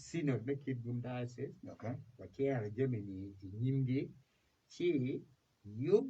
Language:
Acoli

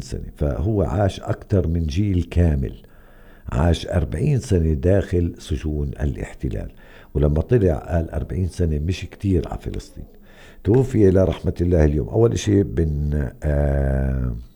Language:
North Levantine Arabic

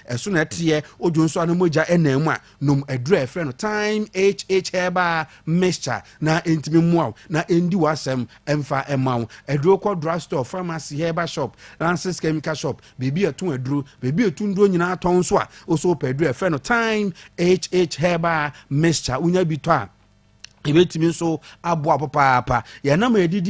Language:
Akan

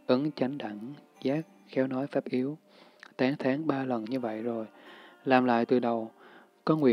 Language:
Vietnamese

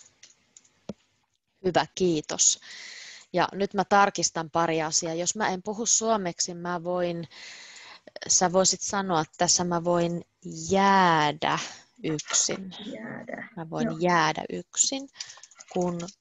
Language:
Finnish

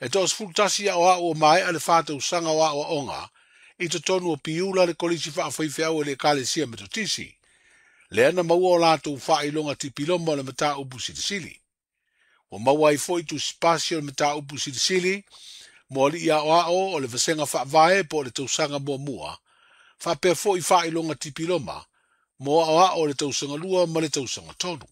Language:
Samoan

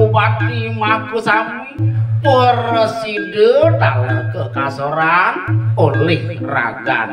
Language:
Balinese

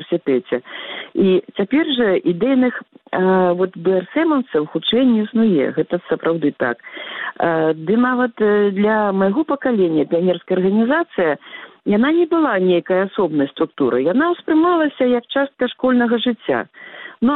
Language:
Belarusian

